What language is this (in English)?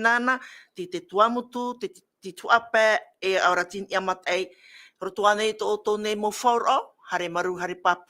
Tahitian